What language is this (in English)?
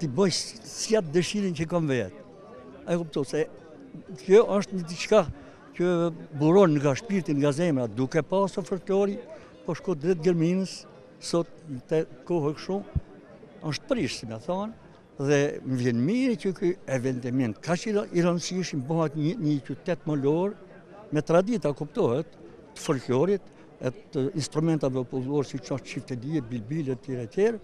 Albanian